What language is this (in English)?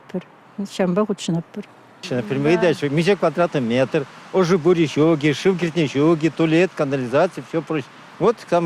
Chuvash